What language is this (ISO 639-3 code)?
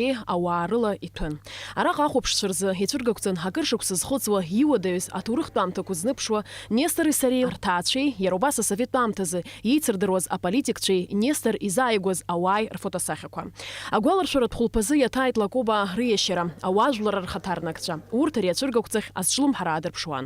abk